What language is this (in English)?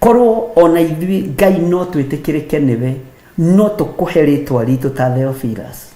Kikuyu